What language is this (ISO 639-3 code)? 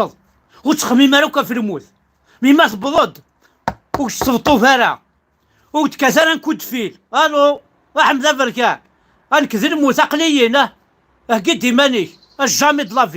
kab